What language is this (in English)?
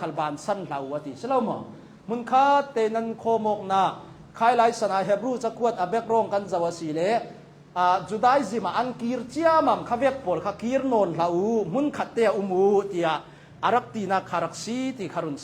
Hakha Chin